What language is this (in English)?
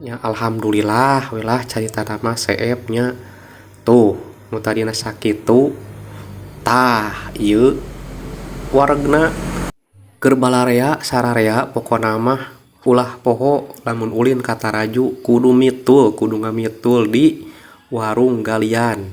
Sundanese